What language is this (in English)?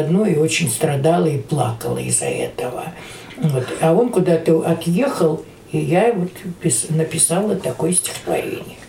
Russian